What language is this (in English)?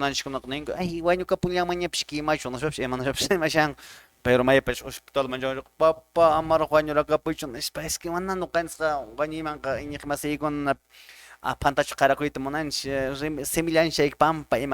Quechua